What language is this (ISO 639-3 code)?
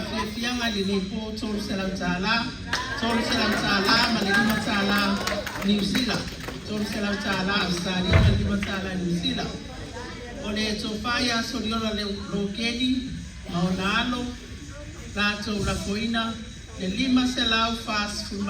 smo